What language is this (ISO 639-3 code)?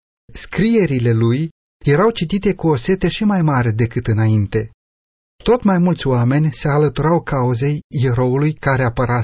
ron